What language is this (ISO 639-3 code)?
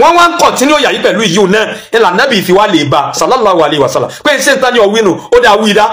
yor